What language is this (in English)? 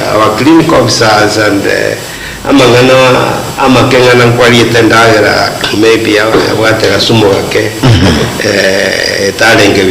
Gusii